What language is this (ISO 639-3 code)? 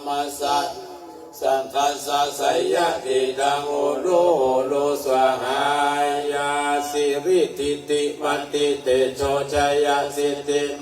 pli